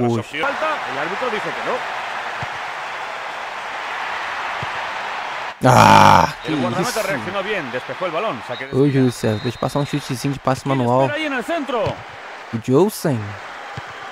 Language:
Portuguese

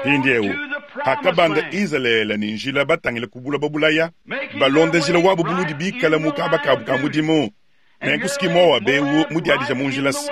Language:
Luba-Lulua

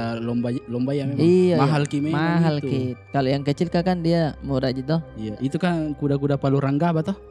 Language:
Makassar Malay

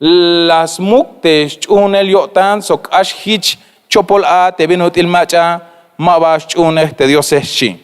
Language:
Tzeltal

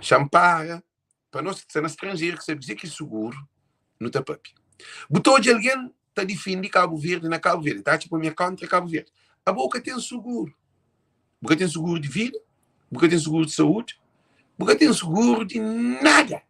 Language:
Kabuverdianu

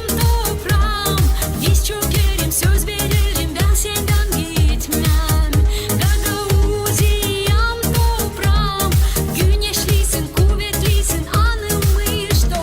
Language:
Gagauz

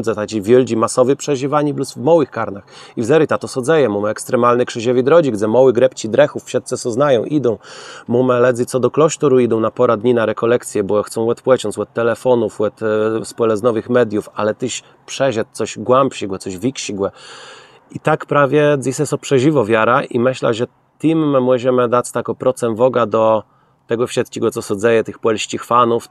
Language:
Kashubian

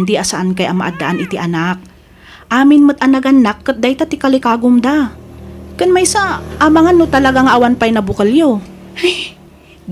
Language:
Iloko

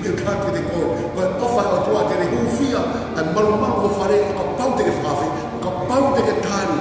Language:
Tongan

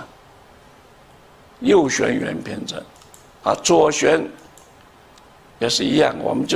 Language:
Chinese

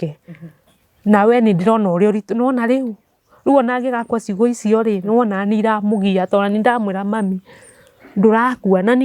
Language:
Kikuyu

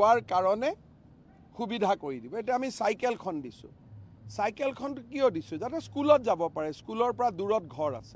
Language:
Assamese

